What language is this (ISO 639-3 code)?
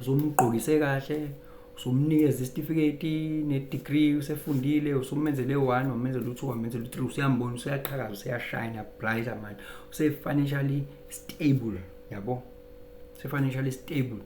zul